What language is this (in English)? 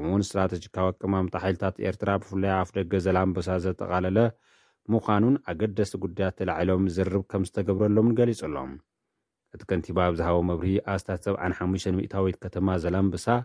Tigrinya